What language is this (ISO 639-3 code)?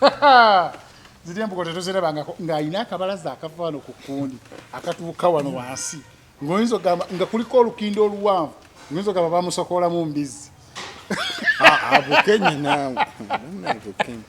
lug